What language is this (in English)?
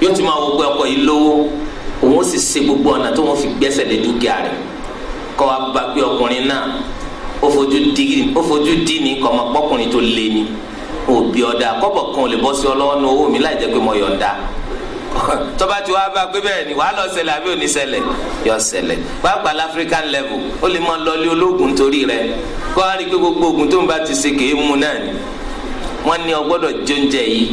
Yoruba